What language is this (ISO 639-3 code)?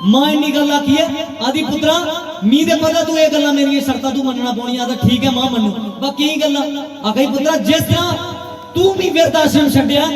doi